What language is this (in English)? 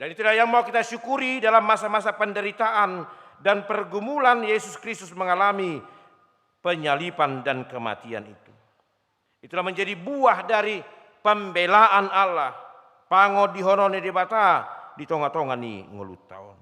Batak Toba